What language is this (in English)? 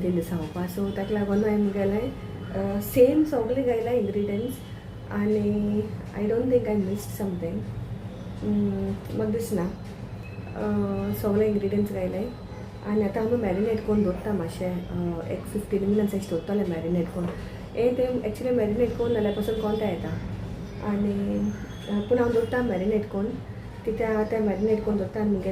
Konkani